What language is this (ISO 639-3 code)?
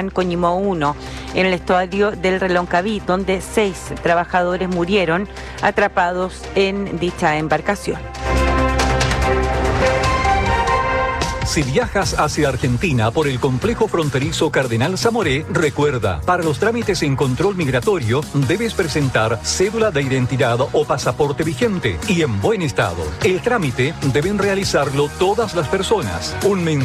spa